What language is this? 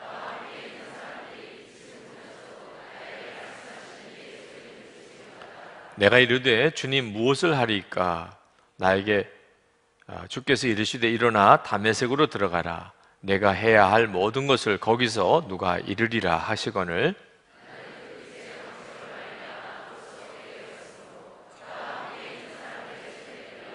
Korean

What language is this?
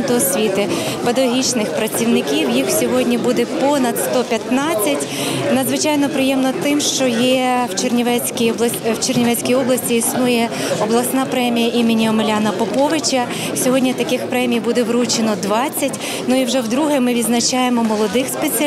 Ukrainian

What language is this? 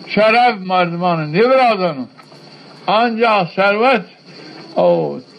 Zaza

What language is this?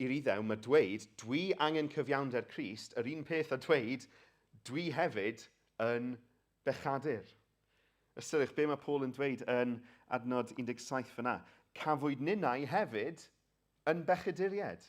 Welsh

